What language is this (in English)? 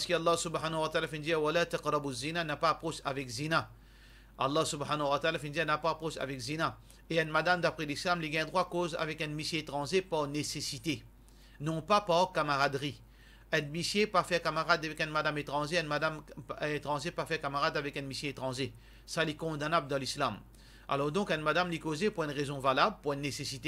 Morisyen